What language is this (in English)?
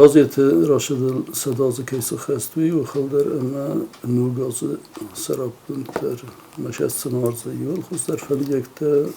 Ossetic